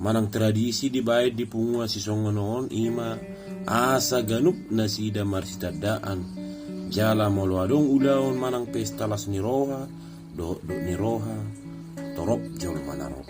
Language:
Batak Toba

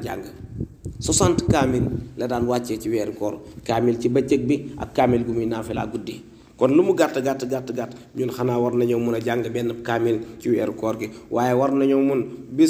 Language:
Wolof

